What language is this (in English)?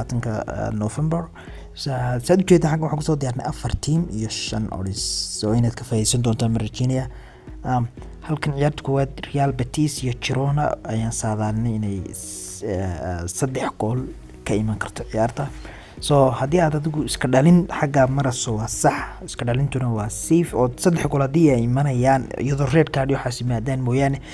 Somali